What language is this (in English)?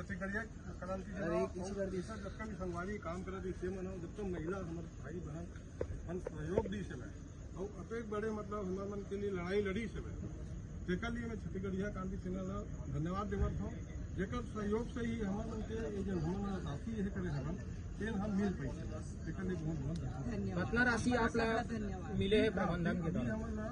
Chhattisgarhi